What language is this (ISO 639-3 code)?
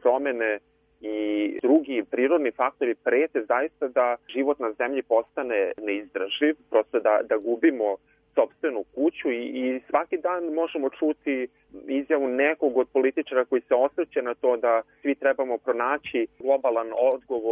srp